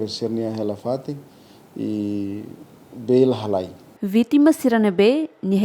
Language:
Tetum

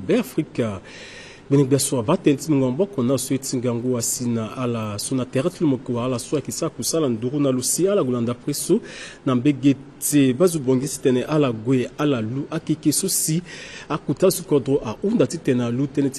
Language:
Sango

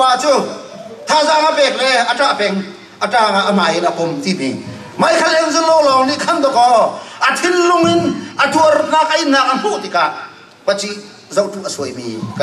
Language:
Hakha Chin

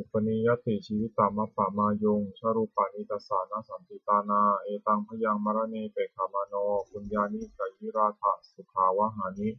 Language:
Pali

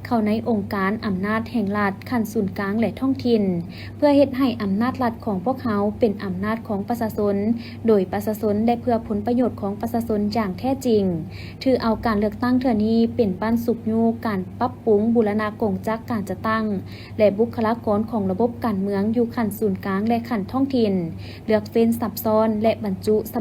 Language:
Lao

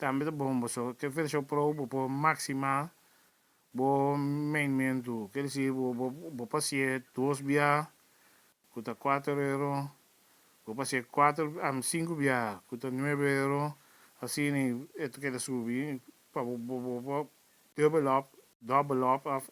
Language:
Papiamento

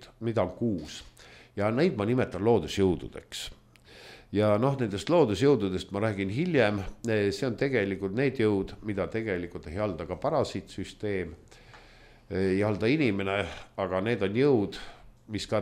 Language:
Estonian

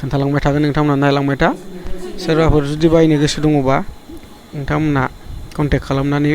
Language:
Bodo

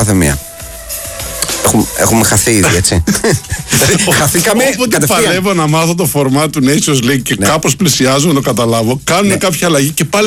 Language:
Greek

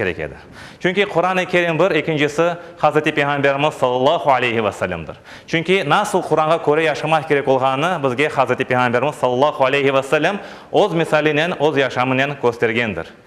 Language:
Crimean Tatar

